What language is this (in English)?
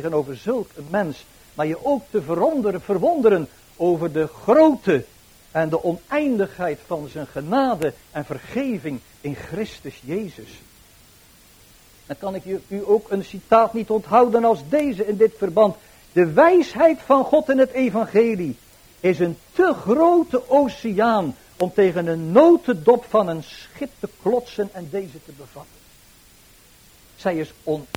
Dutch